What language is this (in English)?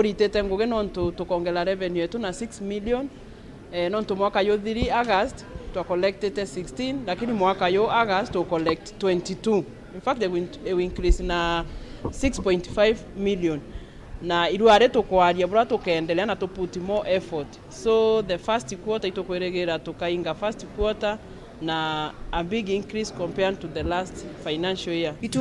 Meru